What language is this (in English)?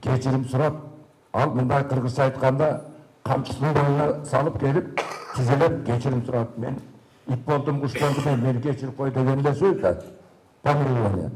Kyrgyz